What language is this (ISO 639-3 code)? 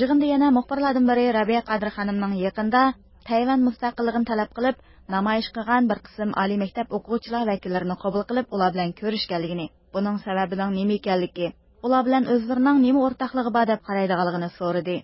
uig